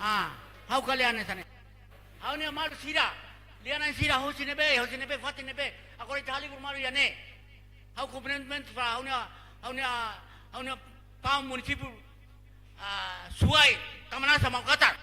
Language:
Tetum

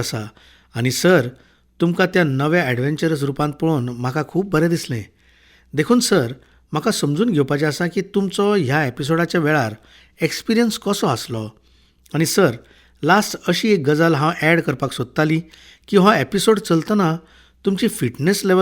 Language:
Konkani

